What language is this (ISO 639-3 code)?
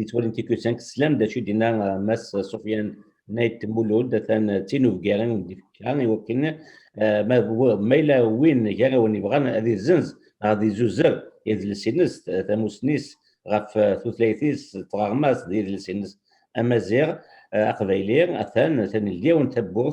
kab